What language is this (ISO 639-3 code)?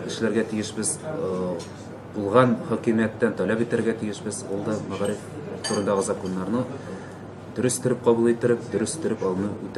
tat